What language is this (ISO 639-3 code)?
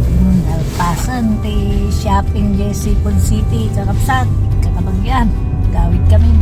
ilo